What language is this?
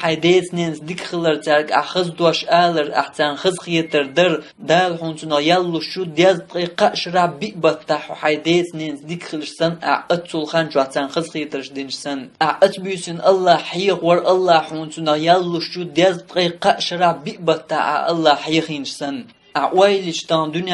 Chechen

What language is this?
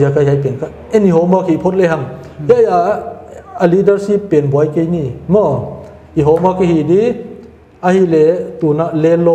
Paite Chin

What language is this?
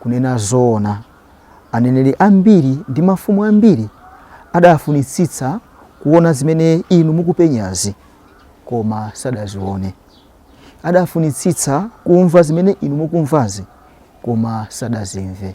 Nyanja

